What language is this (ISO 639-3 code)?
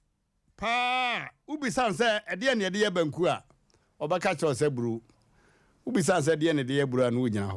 aka